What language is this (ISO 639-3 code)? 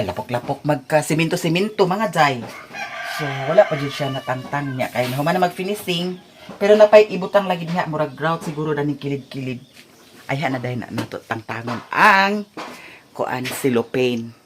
ceb